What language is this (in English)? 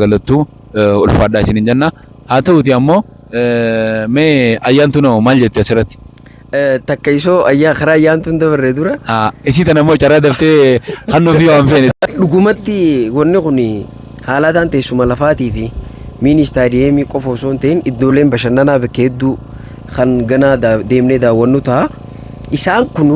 Oromo